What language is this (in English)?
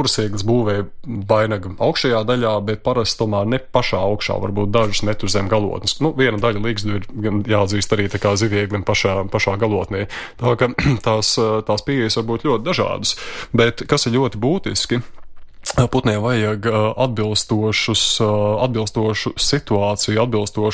Latvian